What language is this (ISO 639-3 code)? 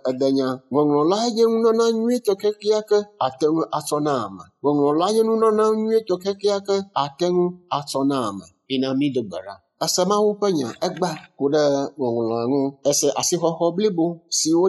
ewe